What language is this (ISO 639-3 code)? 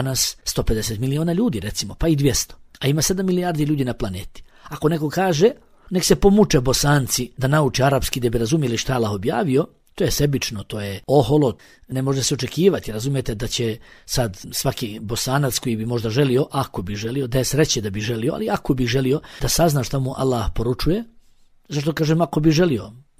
bos